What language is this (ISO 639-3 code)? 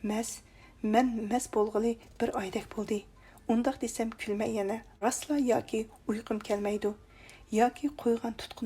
uig